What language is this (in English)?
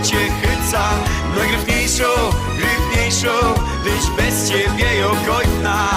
Silesian